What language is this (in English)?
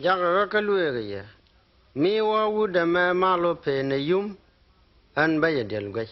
Nuer